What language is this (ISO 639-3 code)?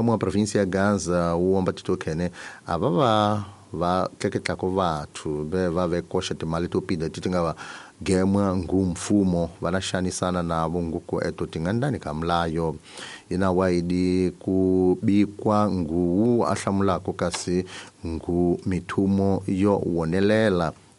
tso